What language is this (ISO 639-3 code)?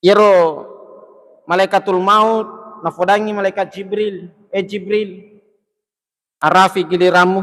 bug